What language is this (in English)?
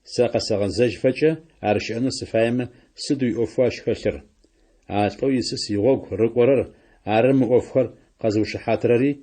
Adyghe